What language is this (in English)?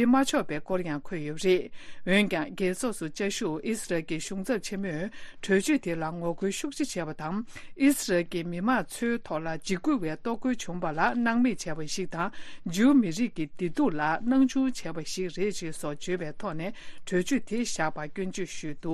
Tibetan